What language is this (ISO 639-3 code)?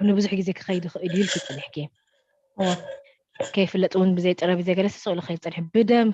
tir